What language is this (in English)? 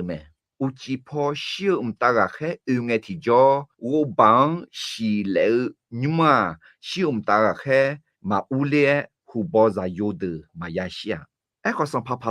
Akha